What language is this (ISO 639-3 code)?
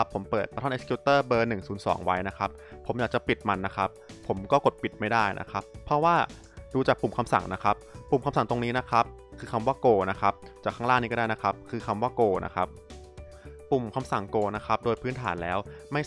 tha